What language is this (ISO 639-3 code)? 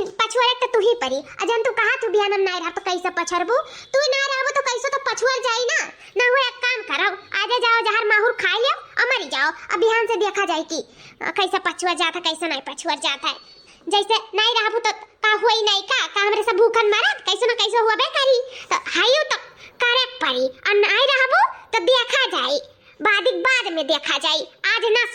awa